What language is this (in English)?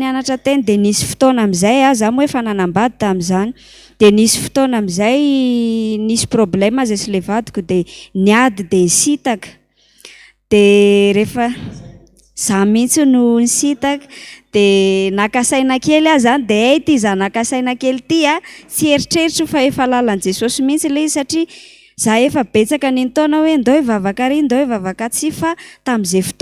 Malagasy